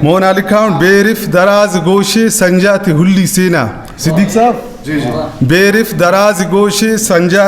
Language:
Brahui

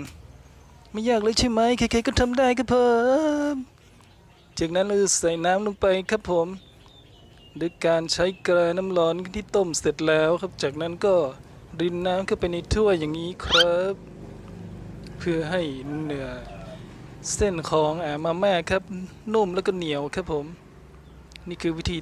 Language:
Thai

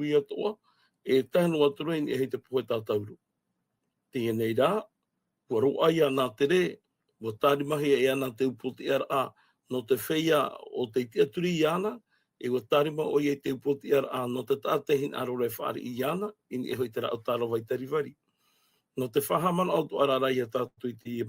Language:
Tahitian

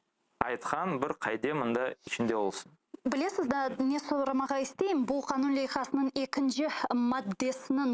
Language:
Crimean Tatar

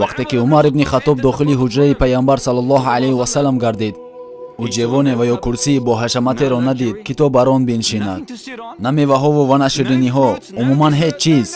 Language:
Tajik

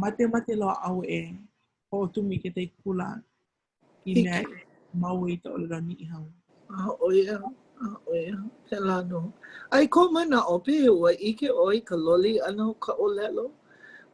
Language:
Hawaiian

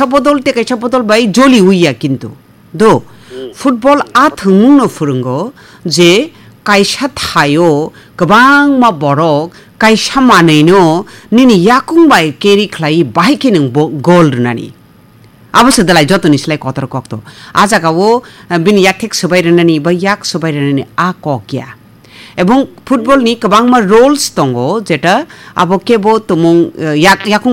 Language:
Kok Borok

